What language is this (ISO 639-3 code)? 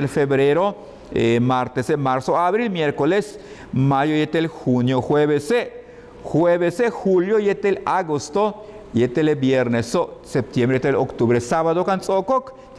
yua